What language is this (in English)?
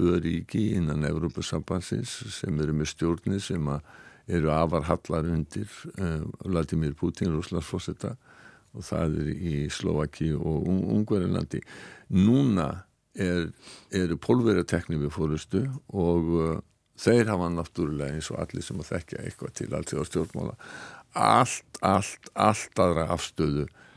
Icelandic